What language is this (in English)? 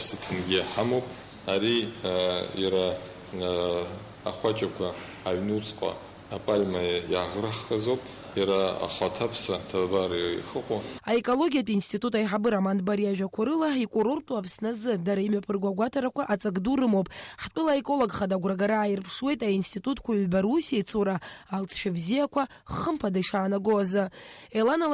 Abkhazian